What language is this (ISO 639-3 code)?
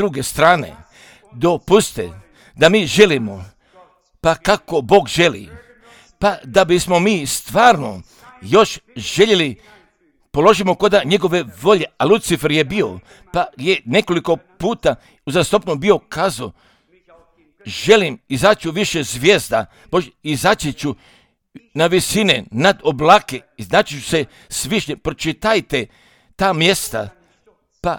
hrv